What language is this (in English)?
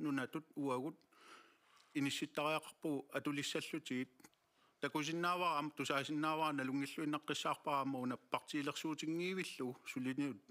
Kalaallisut